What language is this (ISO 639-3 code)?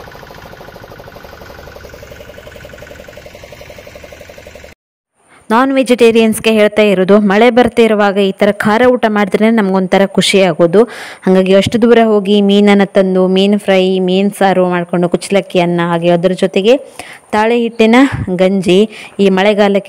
kan